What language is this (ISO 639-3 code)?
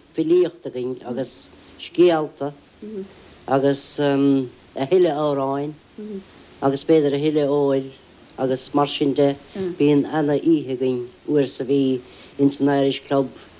gle